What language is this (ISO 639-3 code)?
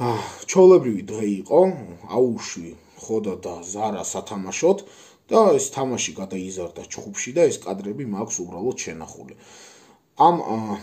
kat